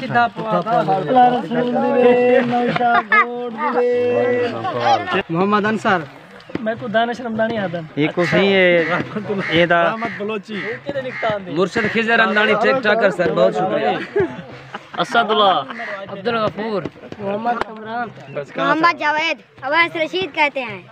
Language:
Saraiki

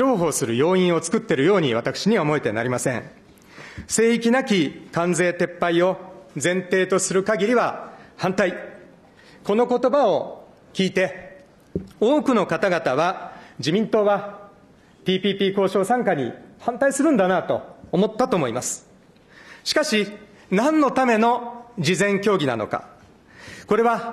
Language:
Japanese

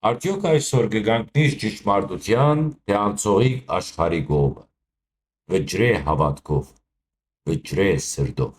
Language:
Western Armenian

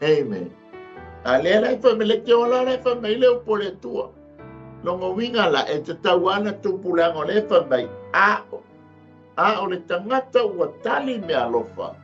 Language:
Samoan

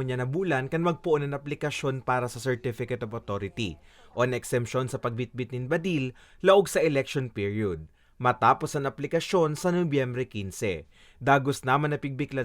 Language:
Bikol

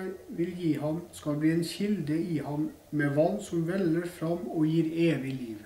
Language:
Norwegian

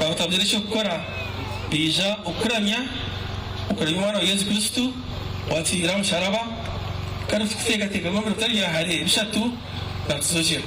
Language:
Nyankole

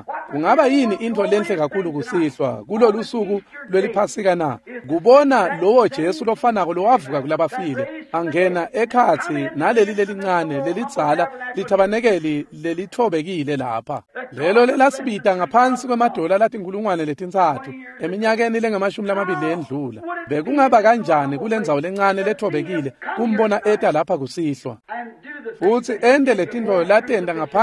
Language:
Swati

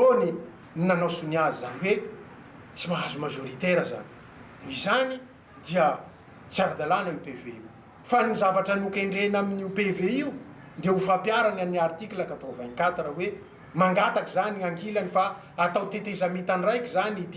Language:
Malagasy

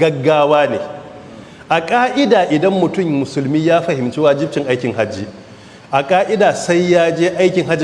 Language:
Hausa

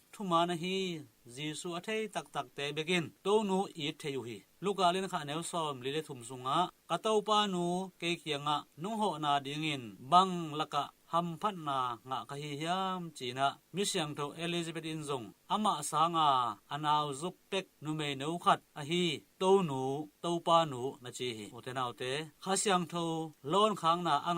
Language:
Tedim Chin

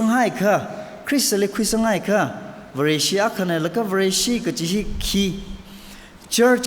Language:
Tangkhul Naga (India)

